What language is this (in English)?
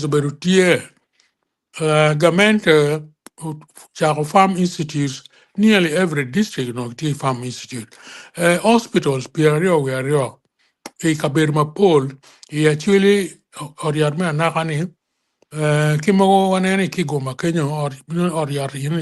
Acoli